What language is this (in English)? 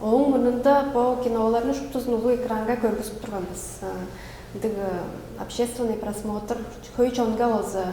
Tuvinian